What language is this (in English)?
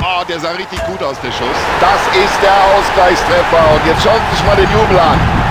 Bavarian